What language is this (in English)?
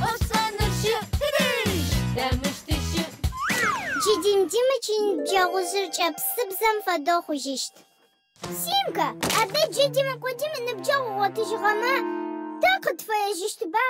Adyghe